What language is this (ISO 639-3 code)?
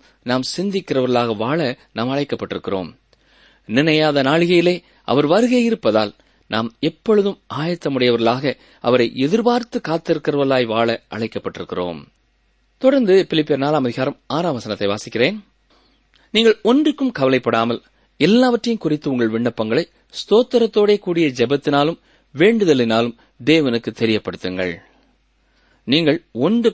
tam